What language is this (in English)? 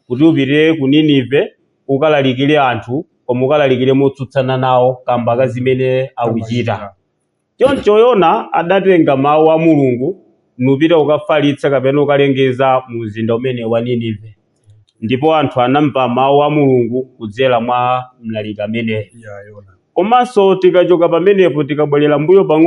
Nyanja